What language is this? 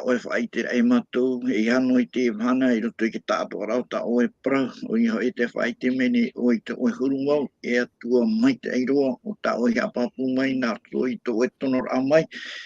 Tahitian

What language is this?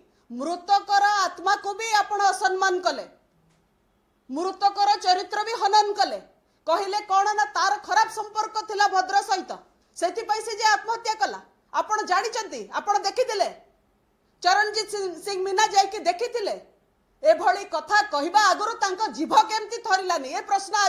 Odia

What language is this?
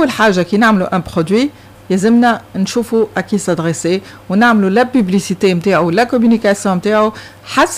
Tunisian Arabic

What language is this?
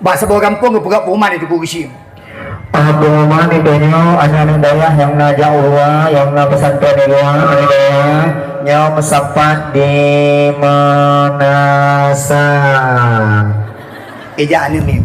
Achinese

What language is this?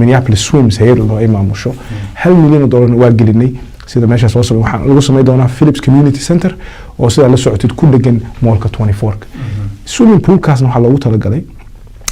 Somali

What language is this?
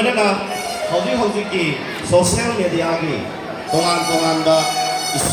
Manipuri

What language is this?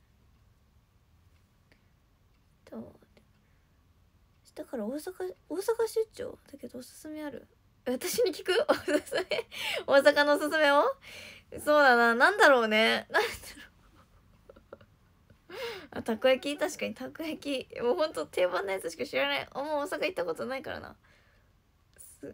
Japanese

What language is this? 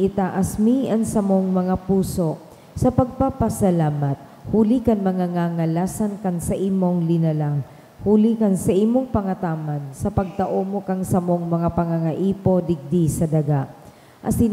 Bikol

